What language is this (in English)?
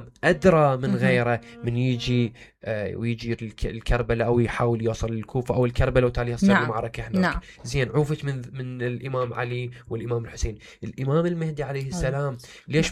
Mesopotamian Arabic